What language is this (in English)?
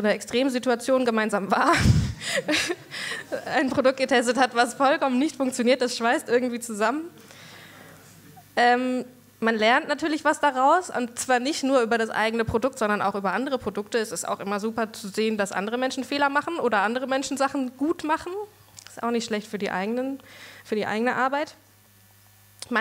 German